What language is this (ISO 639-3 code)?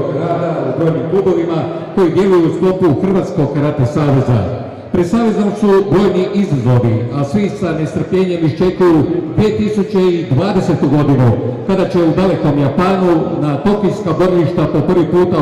hrv